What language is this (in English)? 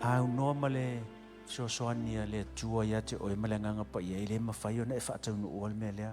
Samoan